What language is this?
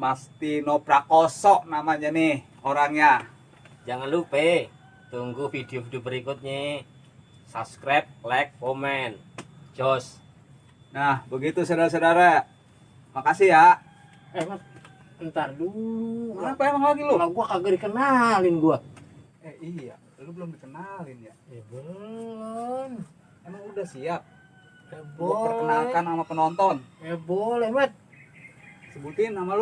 Betawi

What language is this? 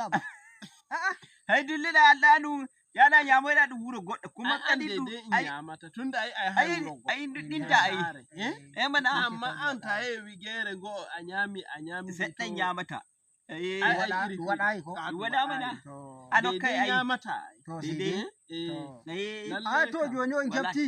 Nigerian Fulfulde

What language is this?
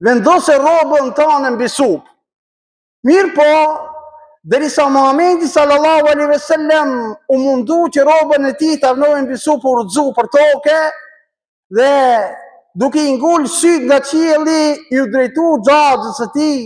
Albanian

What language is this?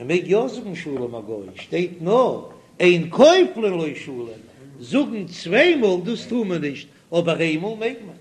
Yiddish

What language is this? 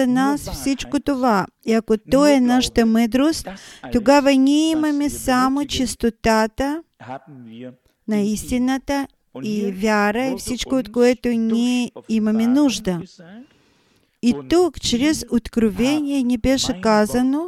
Bulgarian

